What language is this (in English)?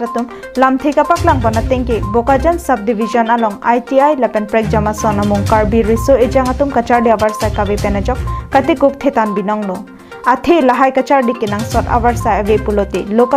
Karbi